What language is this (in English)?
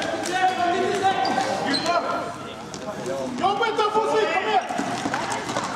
Norwegian